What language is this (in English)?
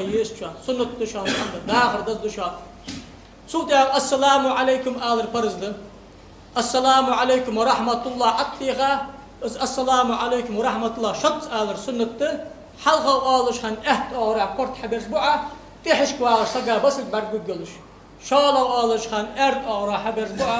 Ingush